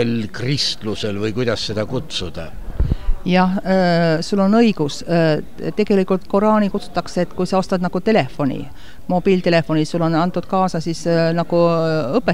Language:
Estonian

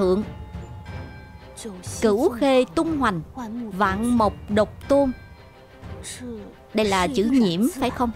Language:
Vietnamese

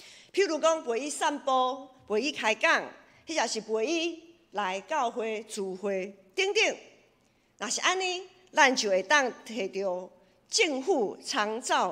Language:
Min Nan Chinese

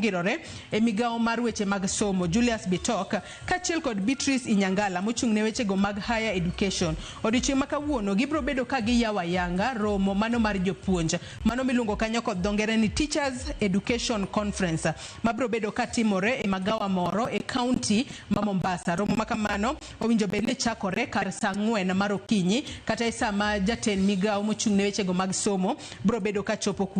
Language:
Luo (Kenya and Tanzania)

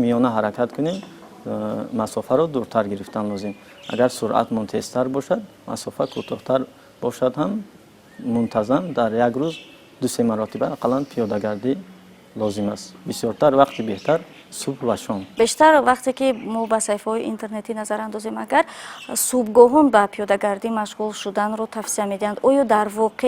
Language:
Tajik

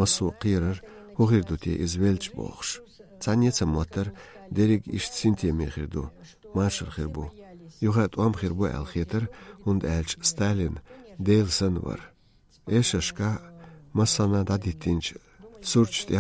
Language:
Chechen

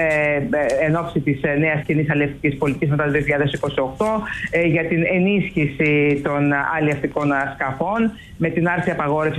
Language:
Greek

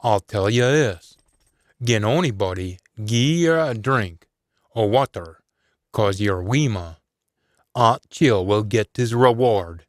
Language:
Scots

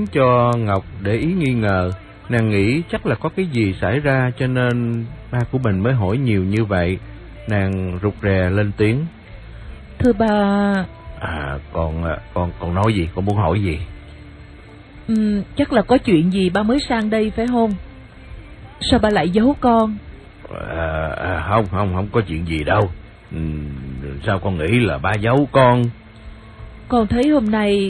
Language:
Vietnamese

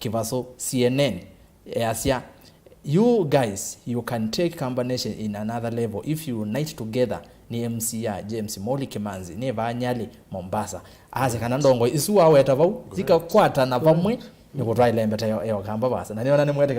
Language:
Kamba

